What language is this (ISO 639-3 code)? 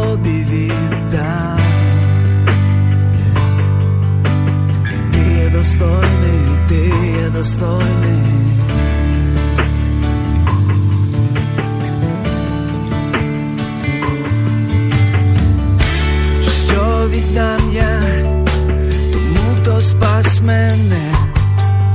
ukr